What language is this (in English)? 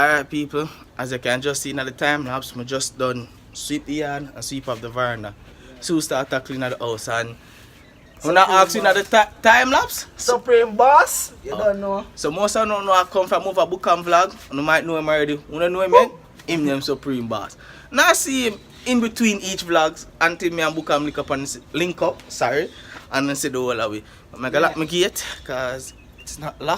Jamaican Creole English